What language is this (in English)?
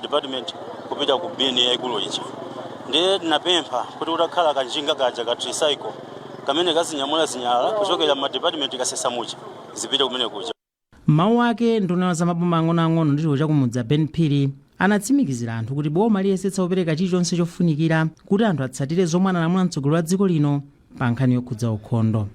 Nyanja